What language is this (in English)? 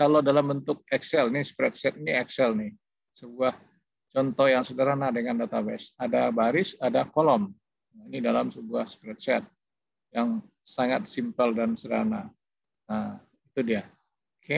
Indonesian